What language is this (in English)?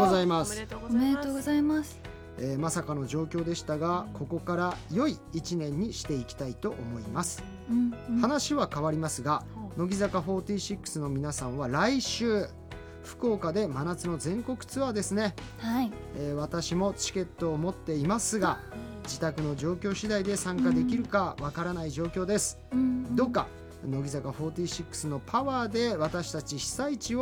Japanese